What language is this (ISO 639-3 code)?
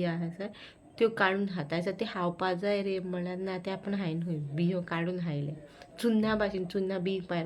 kok